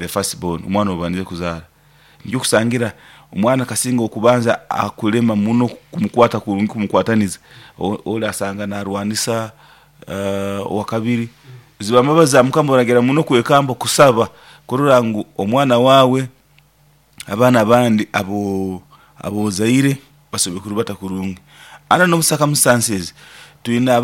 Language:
Nyoro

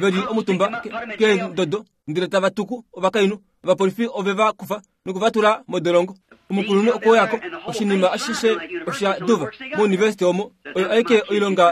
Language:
Kuanyama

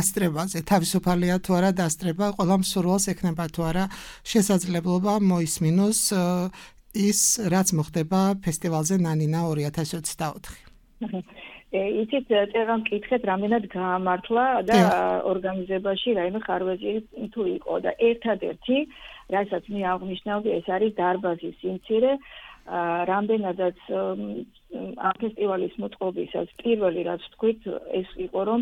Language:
Georgian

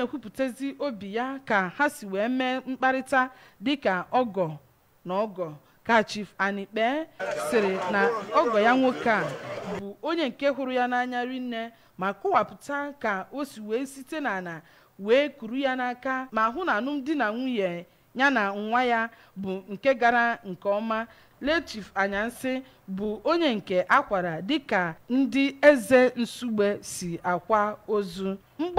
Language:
Igbo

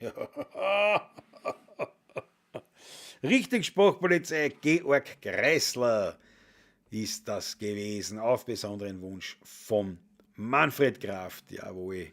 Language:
Bavarian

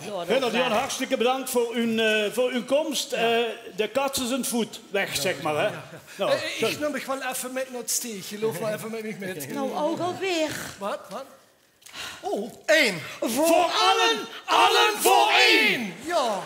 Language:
Limburgish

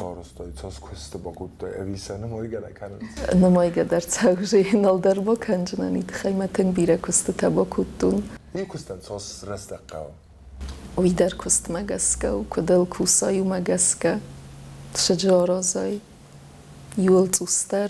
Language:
Ossetic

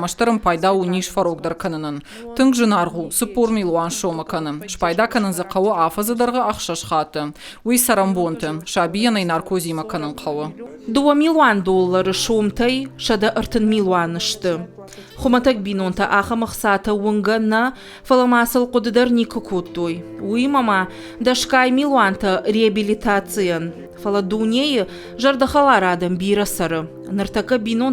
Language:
Ossetic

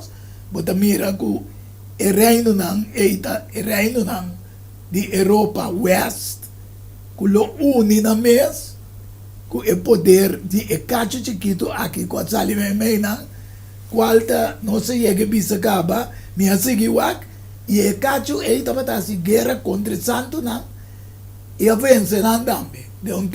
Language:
Papiamento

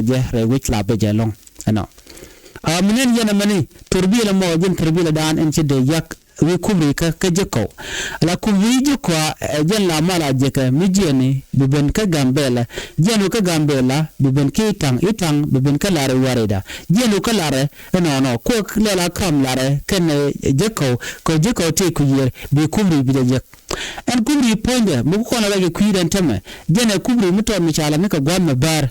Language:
Nuer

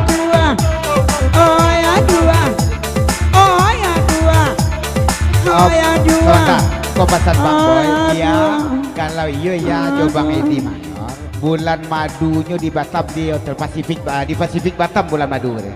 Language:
Minangkabau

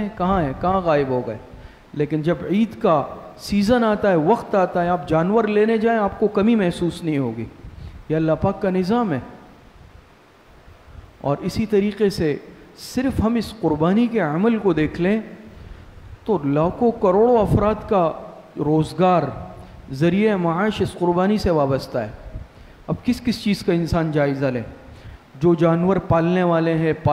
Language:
Urdu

